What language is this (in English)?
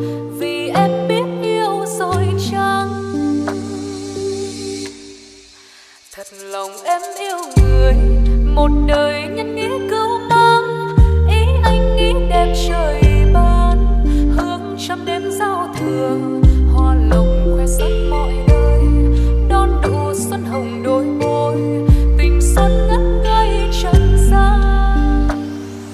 Vietnamese